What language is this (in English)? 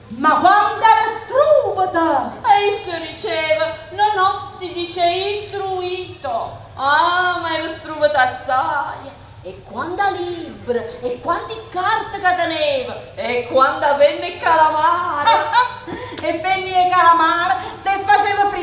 Neapolitan